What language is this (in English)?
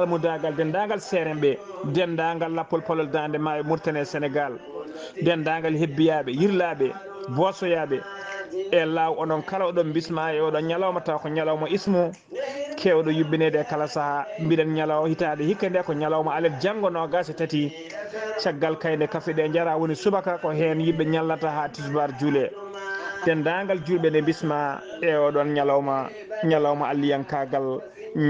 Fula